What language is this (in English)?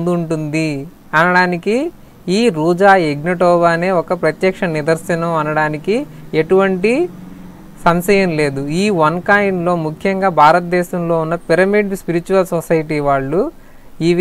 Telugu